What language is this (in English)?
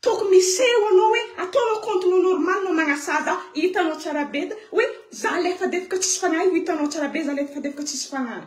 Malagasy